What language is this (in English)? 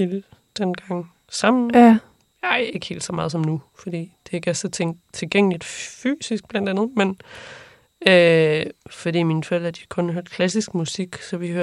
Danish